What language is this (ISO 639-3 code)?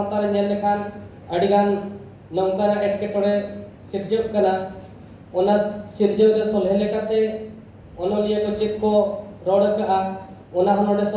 sat